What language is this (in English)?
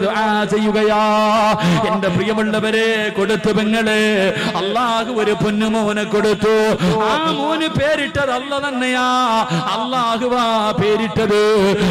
Malayalam